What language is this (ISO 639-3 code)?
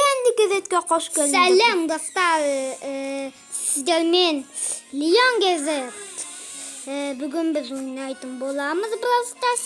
kaz